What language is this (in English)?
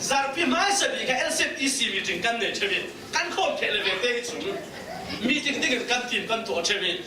Falam Chin